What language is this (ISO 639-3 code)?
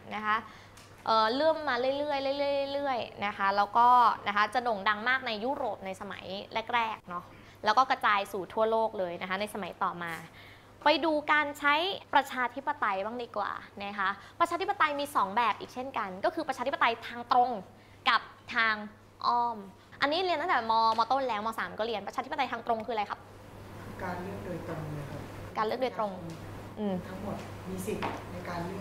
tha